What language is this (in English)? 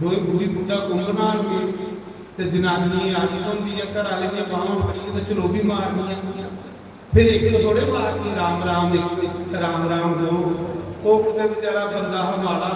Dogri